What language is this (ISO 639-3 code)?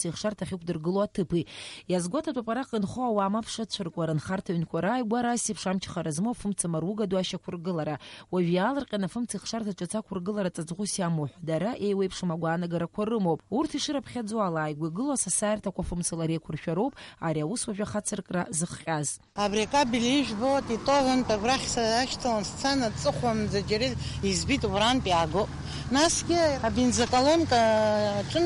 abk